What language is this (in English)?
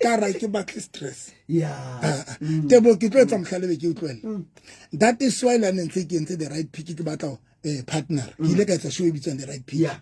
Southern Sotho